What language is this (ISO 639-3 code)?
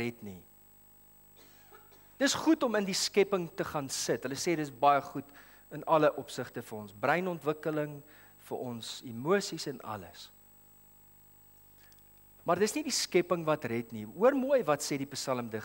afr